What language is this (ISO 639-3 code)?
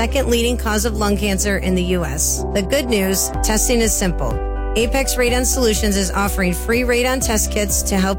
eng